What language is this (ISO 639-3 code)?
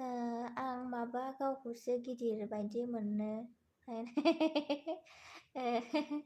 brx